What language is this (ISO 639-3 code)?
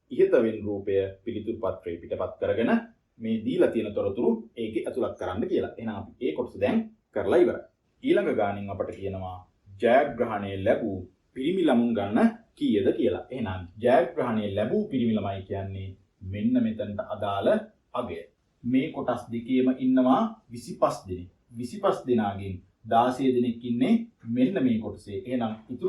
sin